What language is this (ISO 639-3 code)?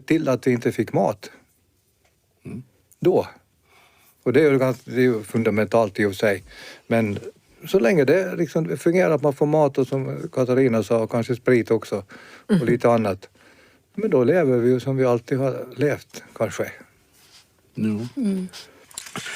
swe